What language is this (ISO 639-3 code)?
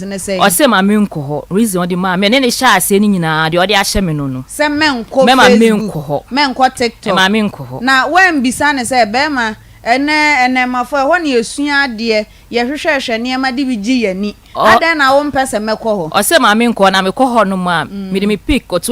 aka